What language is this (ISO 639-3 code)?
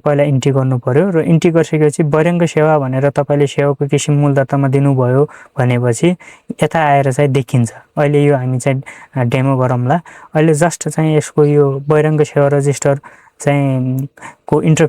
nep